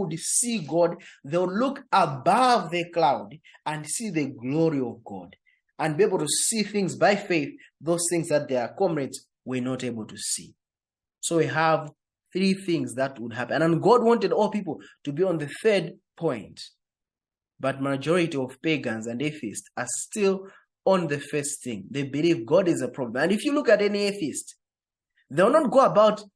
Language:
English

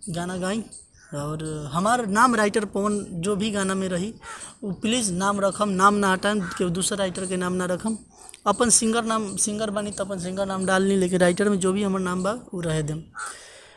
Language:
Bhojpuri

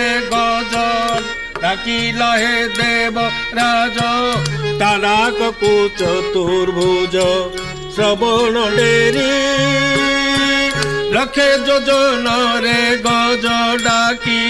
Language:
Odia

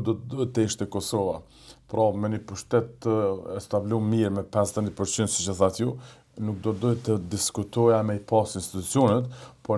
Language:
Albanian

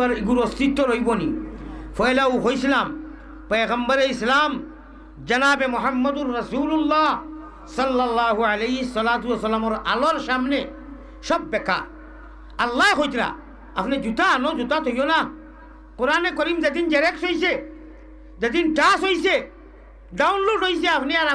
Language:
Sylheti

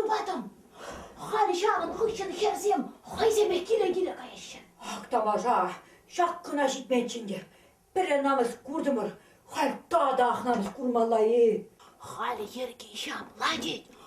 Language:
Chuvash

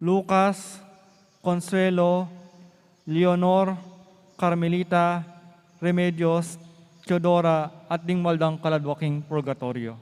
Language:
Pampanga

